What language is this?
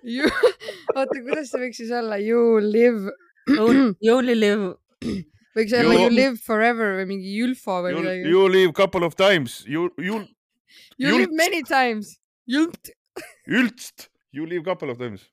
Estonian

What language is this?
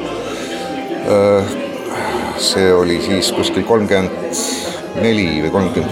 Estonian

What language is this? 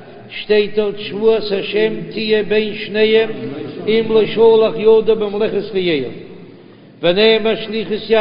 Yiddish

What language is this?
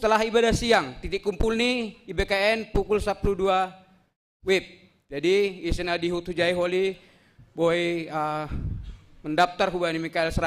Batak Simalungun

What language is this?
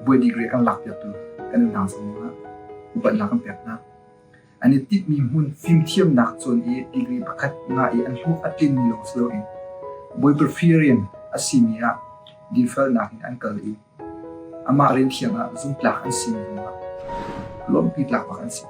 Hakha Chin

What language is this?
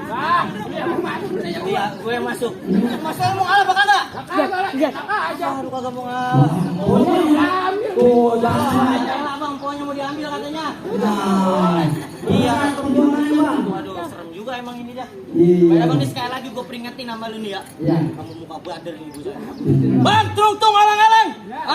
Betawi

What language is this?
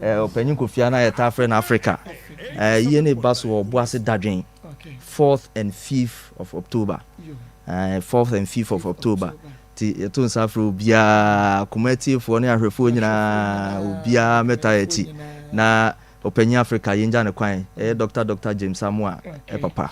Akan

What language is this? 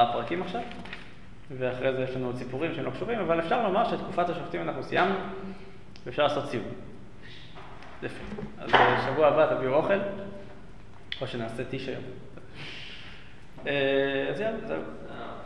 Hebrew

